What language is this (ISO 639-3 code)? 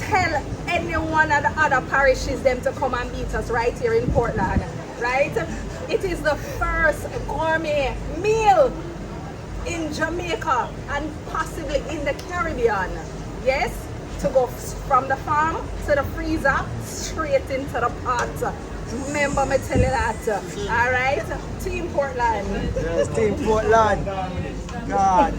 jam